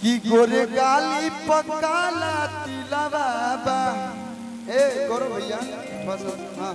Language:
Magahi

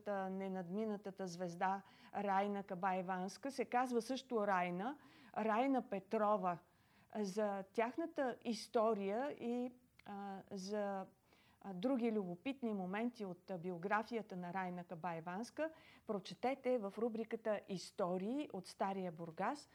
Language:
Bulgarian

